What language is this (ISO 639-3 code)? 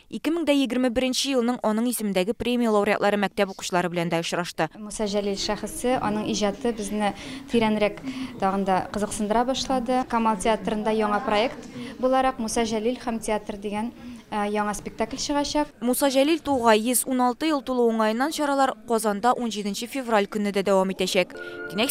tat